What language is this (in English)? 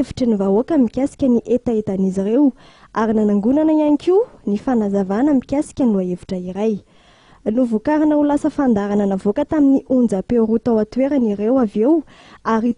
Malagasy